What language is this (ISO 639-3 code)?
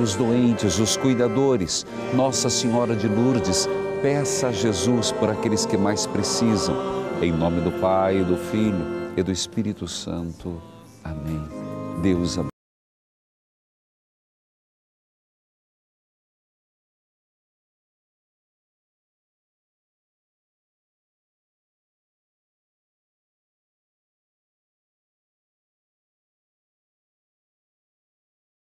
por